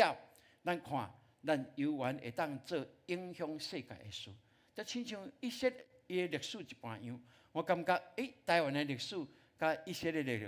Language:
Min Nan Chinese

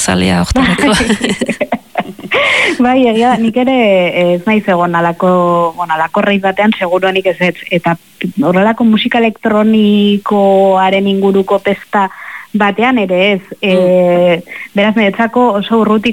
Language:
Basque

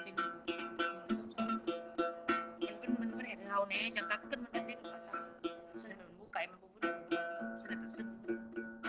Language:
Vietnamese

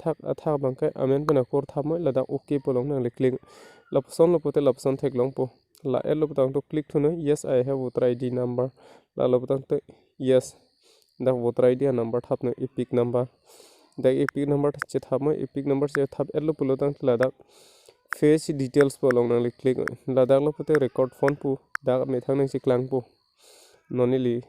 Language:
Karbi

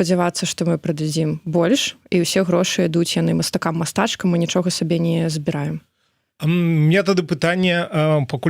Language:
Belarusian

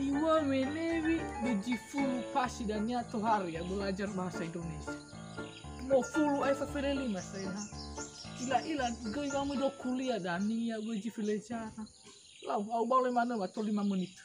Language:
Nias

